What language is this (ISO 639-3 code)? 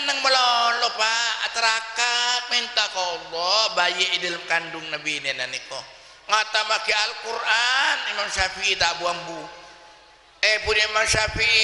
mad